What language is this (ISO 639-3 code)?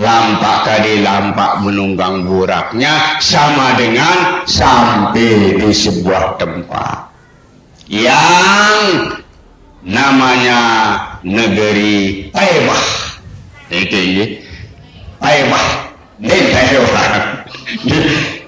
sas